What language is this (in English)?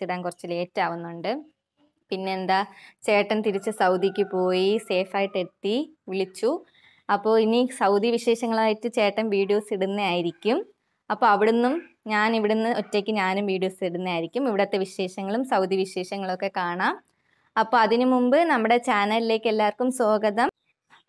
Malayalam